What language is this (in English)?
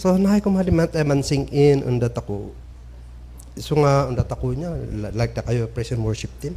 Kankanaey